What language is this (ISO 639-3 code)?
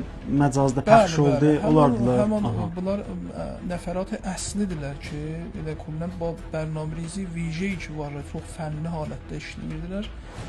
aze